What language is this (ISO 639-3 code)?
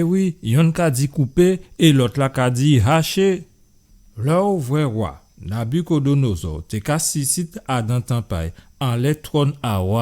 gcf